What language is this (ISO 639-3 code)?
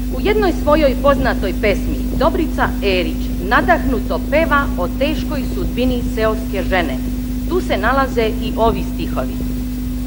srp